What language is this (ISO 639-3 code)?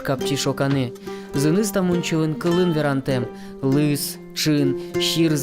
udm